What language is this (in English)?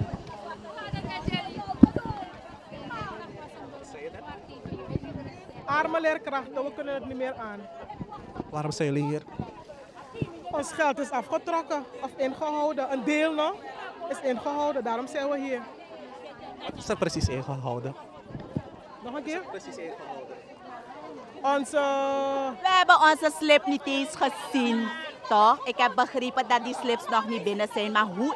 Dutch